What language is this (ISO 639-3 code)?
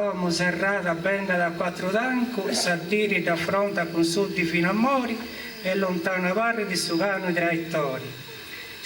srd